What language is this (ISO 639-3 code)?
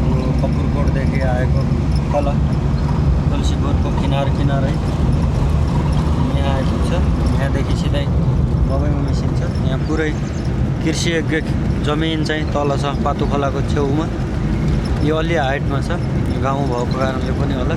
nep